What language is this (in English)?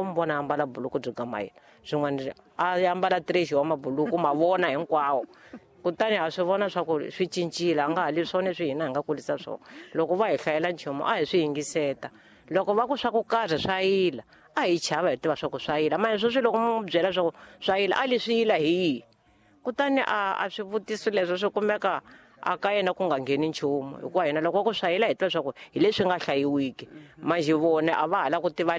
Tsonga